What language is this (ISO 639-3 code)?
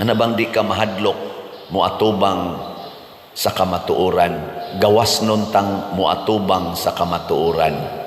ceb